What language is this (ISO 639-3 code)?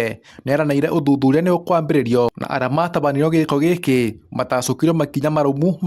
kik